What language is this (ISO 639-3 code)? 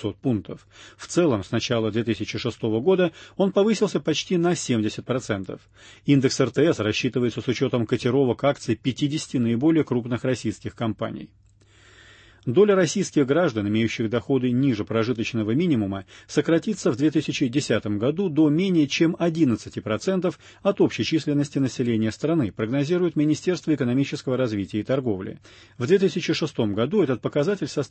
rus